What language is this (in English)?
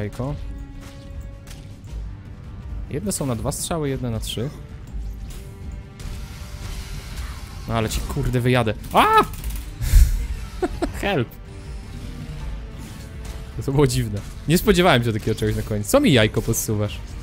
Polish